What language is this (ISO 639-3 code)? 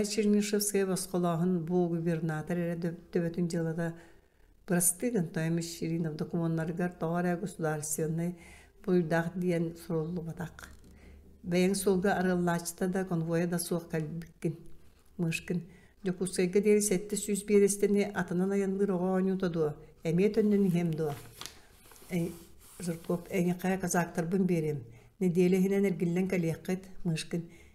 sah